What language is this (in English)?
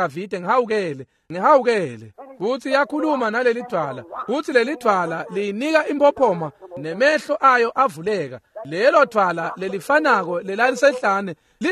Swati